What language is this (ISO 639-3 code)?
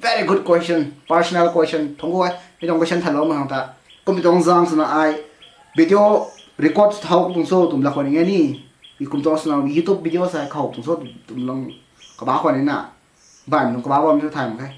nbu